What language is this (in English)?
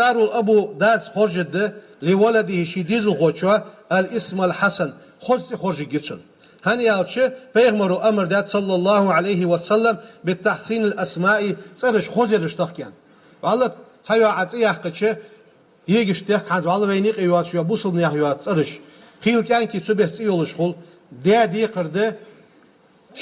Ingush